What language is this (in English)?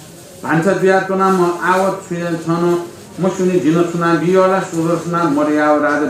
Newari